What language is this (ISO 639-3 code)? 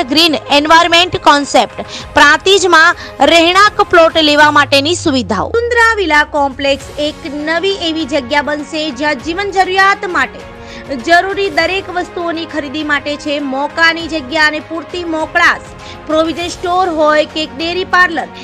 guj